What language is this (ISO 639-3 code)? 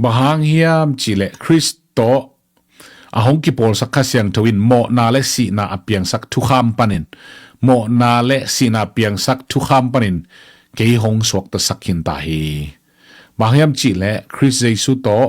ctd